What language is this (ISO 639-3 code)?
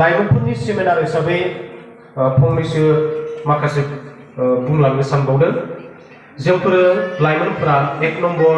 brx